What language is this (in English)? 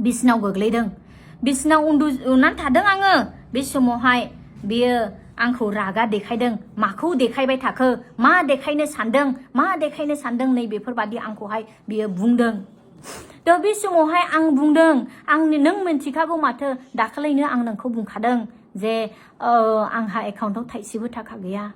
Bodo